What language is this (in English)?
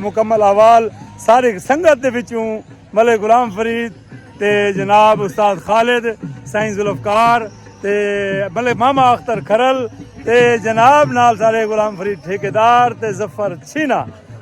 Saraiki